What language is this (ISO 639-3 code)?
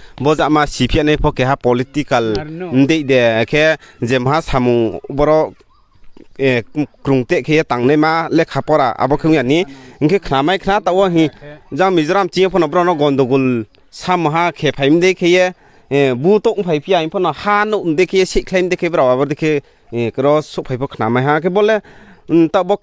ria